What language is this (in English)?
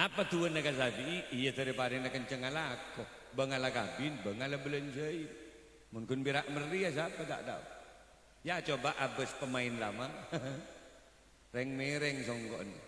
Madurese